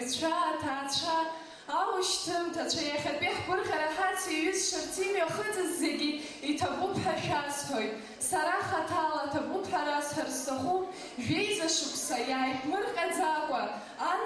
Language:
Abkhazian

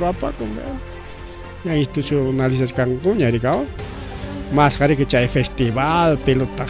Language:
Ayacucho Quechua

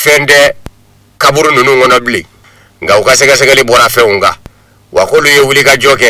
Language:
Bambara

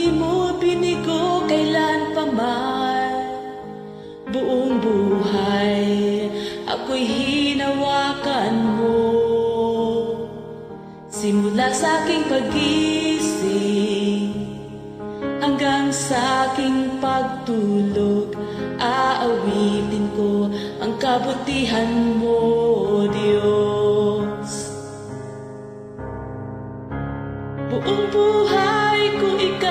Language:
Filipino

